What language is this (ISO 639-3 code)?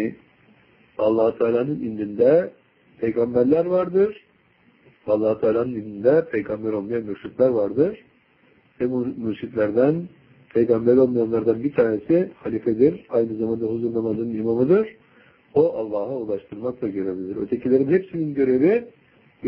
tur